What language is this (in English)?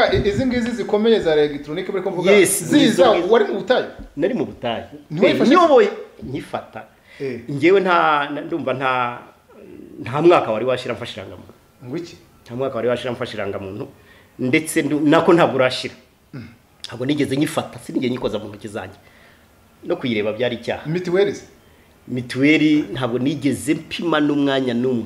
Kinyarwanda